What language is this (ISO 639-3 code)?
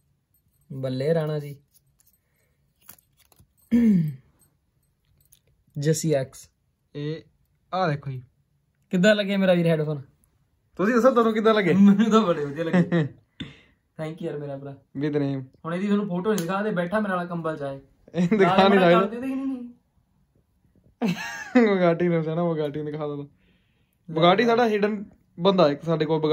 pan